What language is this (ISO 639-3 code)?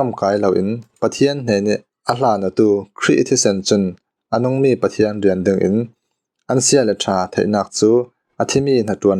cfm